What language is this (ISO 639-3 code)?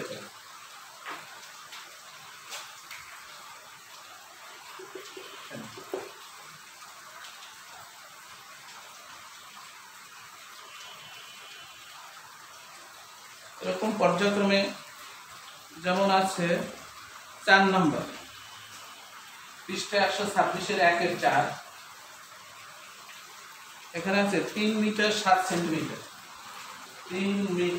ben